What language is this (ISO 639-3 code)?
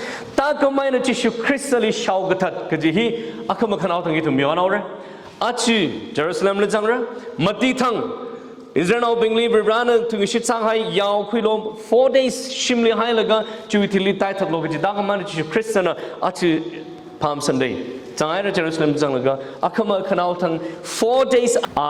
nmf